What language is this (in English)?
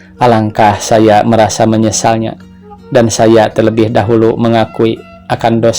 Sundanese